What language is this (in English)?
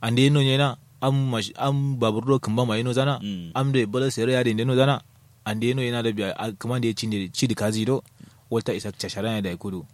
Kanuri